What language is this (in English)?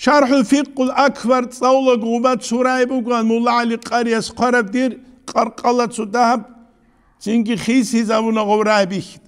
Avaric